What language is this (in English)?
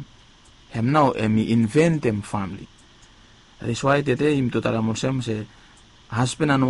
Bislama